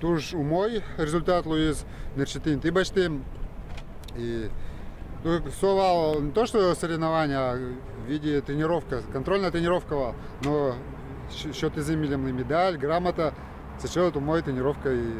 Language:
Udmurt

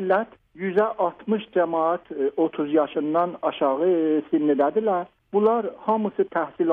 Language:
South Azerbaijani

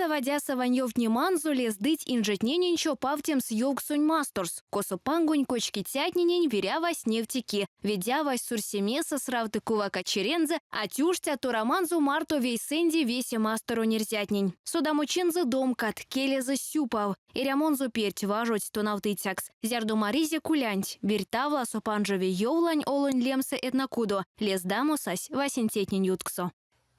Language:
Erzya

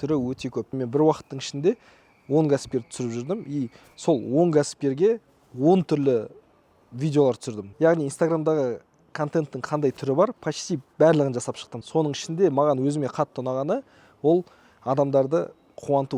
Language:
Kazakh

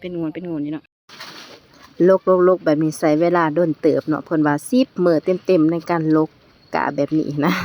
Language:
Lao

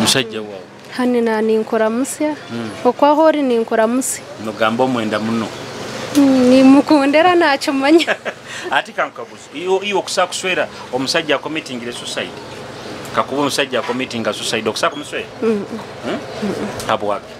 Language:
Nyoro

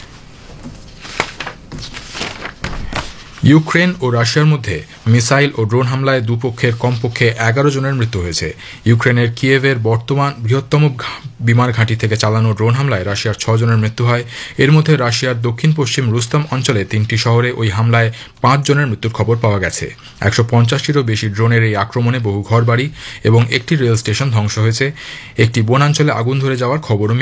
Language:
Bangla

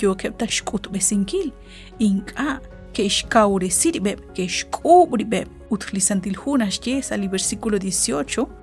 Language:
Kekchí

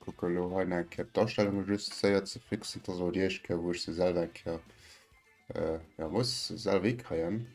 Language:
Luxembourgish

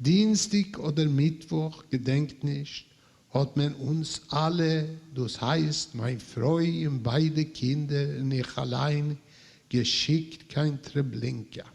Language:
Yiddish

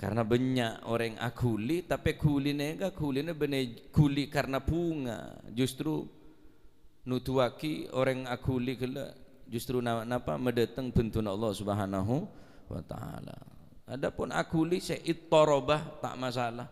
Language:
Madurese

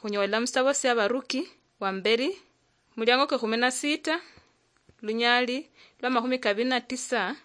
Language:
Luyia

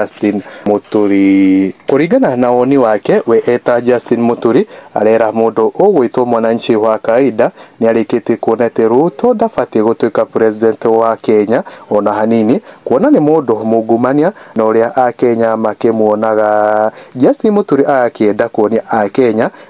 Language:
Kikuyu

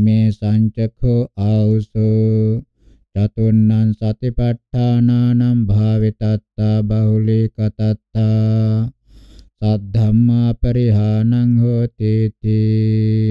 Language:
Pali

